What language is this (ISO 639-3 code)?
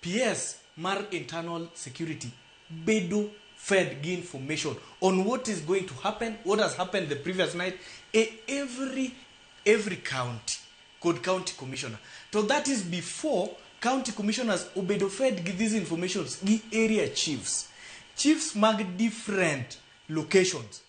luo